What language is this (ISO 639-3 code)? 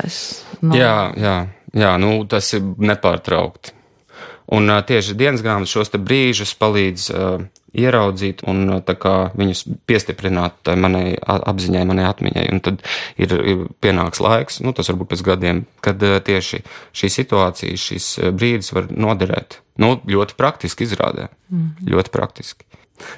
lav